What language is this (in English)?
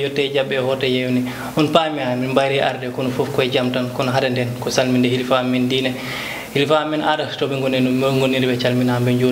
Fula